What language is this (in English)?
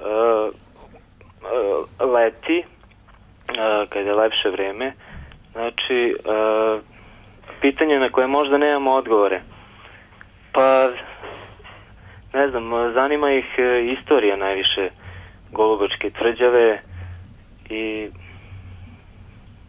Serbian